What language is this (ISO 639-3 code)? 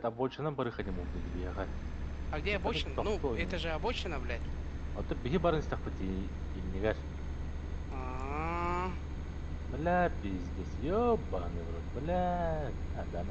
sah